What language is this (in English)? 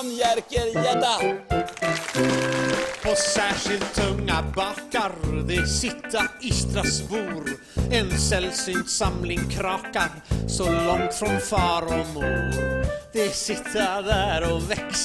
Swedish